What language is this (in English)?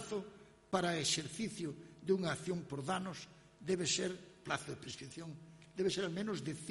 Galician